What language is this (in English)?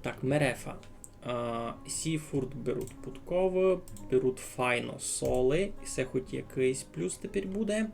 Rusyn